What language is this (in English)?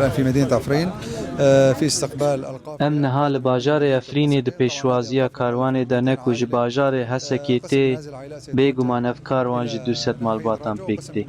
Kurdish